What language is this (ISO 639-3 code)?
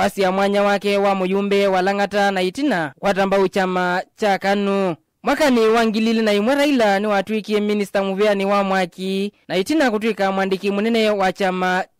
kam